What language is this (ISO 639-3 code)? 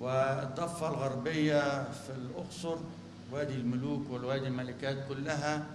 apc